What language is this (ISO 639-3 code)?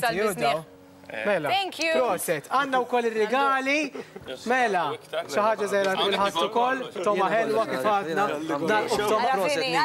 mlt